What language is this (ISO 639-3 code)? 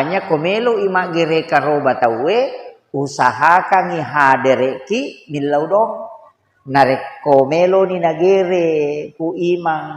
bug